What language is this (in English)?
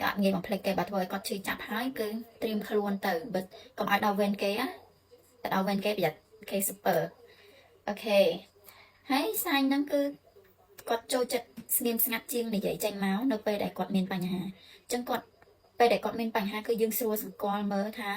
Khmer